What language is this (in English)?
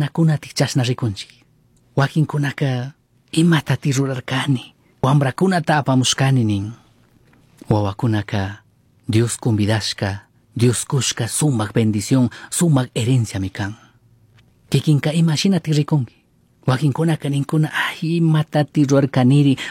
Chimborazo Highland Quichua